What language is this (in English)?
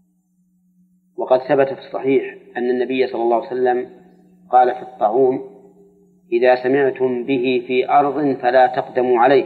Arabic